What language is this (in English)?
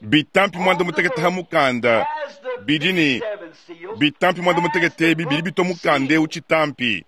Luba-Lulua